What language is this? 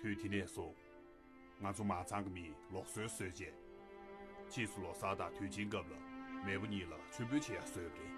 Tibetan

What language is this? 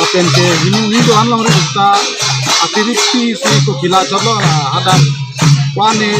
Karbi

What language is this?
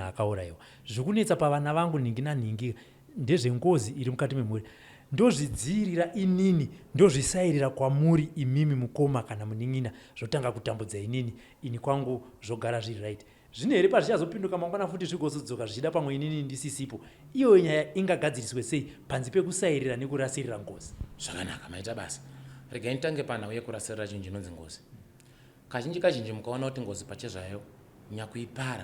Shona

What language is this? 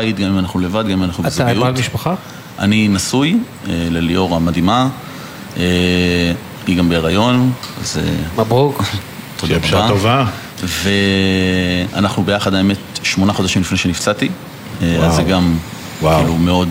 Hebrew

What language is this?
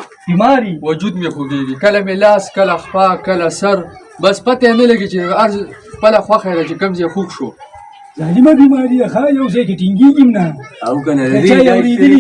Pashto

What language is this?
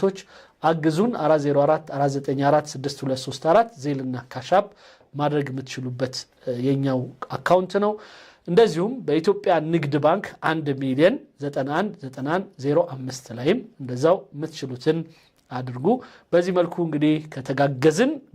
Amharic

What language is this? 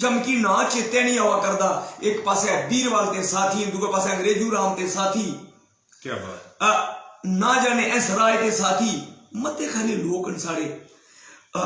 Dogri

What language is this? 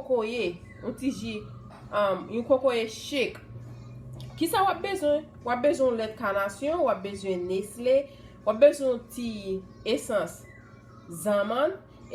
Haitian Creole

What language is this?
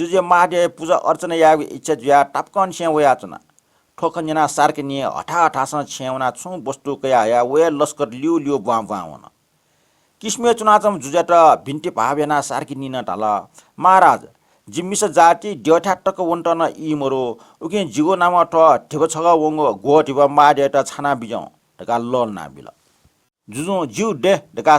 Newari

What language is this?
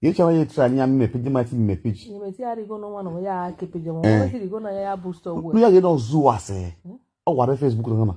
Nigerian Pidgin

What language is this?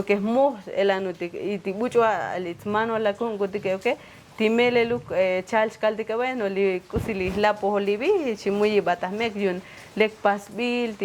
Tzotzil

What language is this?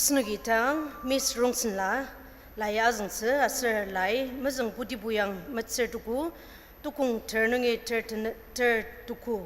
Ao Naga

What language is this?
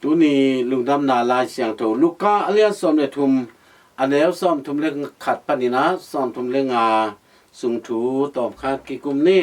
Tedim Chin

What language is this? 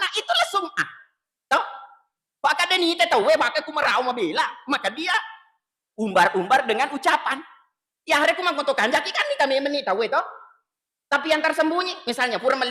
Buginese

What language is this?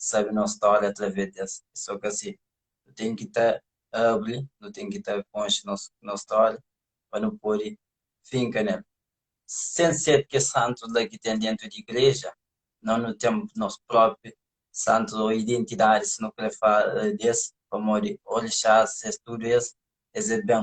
Kabuverdianu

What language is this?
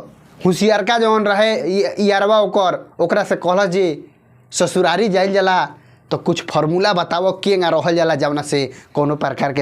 Bhojpuri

